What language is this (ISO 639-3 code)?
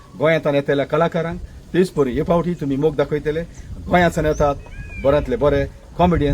kok